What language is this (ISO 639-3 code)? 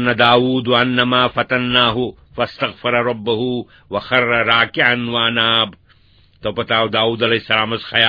kas